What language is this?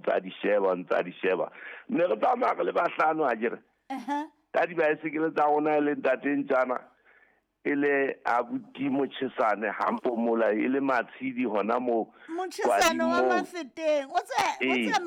Southern Sotho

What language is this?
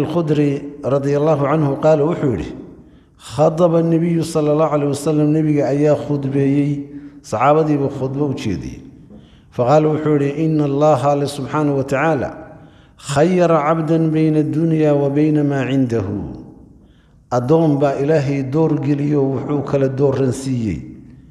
Somali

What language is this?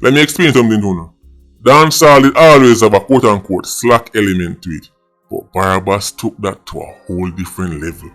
Jamaican Creole English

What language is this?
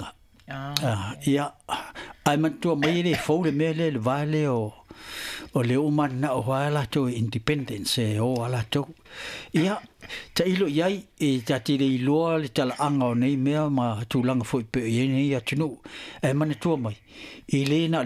Samoan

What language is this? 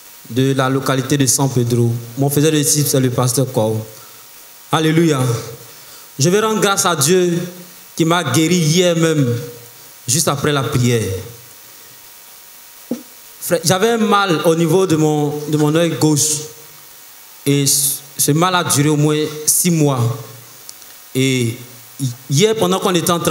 French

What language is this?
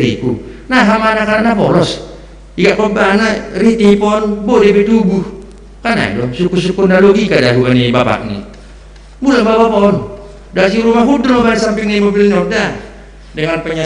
Batak Simalungun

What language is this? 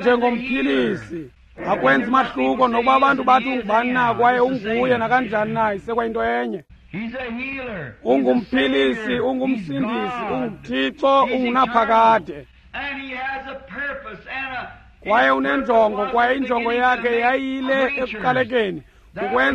Xhosa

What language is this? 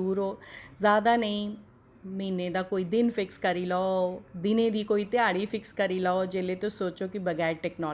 Dogri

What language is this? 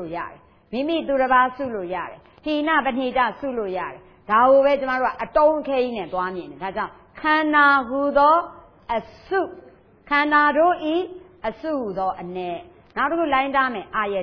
Burmese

